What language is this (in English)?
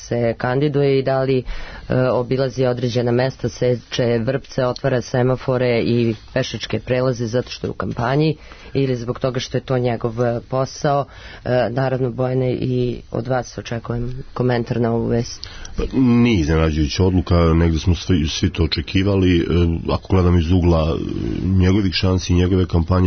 Serbian